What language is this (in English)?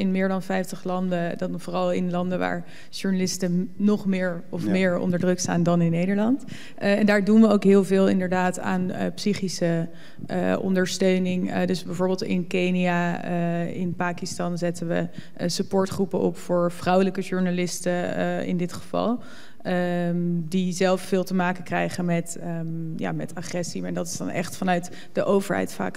Dutch